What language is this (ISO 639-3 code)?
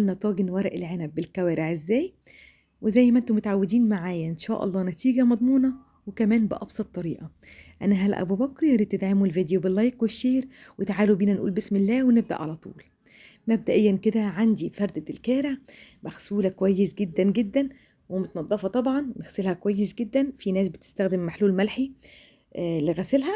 arz